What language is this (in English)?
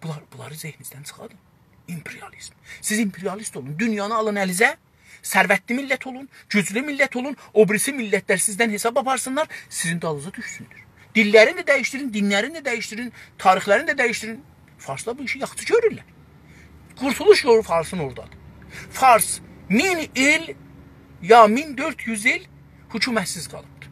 South Azerbaijani